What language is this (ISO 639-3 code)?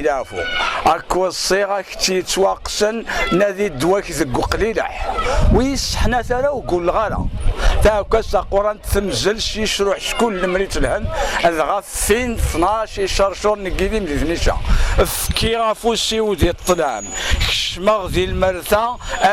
kab